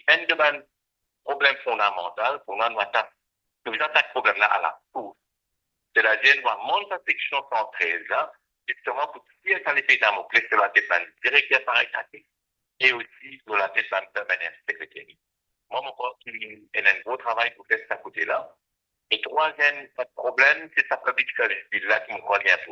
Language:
Morisyen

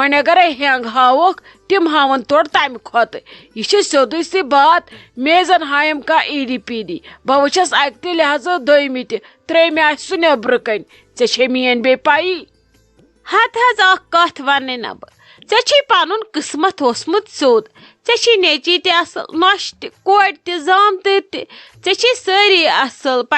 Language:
Kashmiri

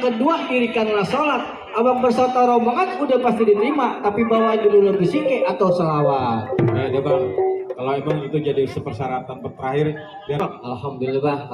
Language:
Betawi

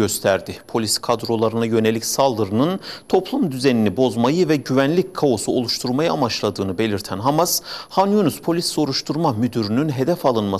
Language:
Turkish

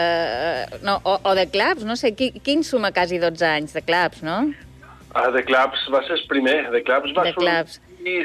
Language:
Catalan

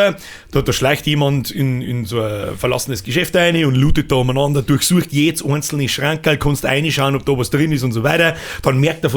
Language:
Bavarian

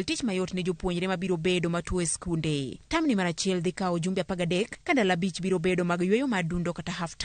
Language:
Luo (Kenya and Tanzania)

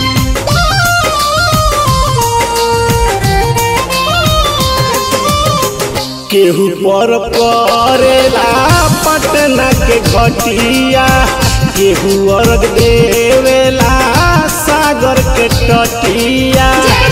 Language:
Bhojpuri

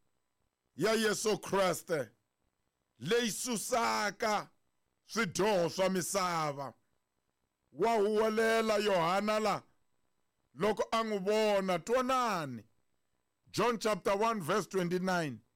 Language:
Tsonga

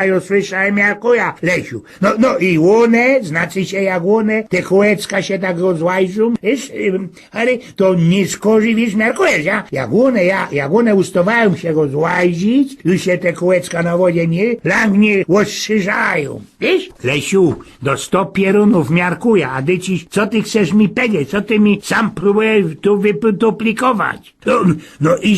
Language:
Silesian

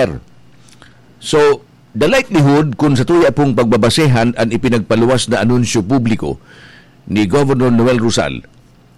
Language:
Bikol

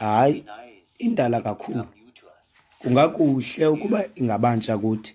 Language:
Xhosa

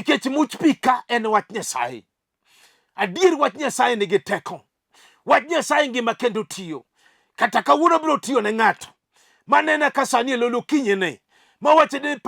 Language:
Luo (Kenya and Tanzania)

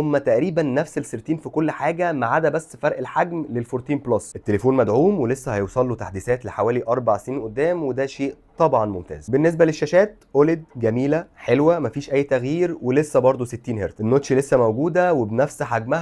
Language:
Egyptian Arabic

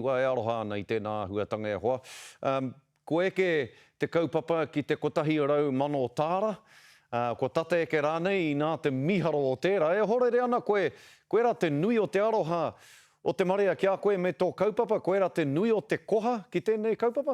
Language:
Māori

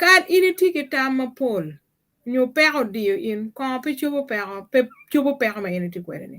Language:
Acoli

